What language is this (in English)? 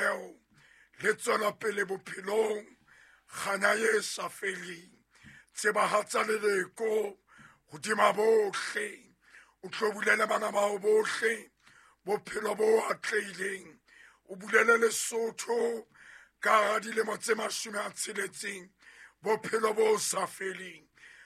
Southern Sotho